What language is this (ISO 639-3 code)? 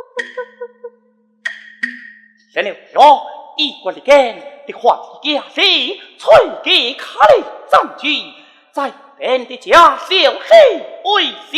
cpx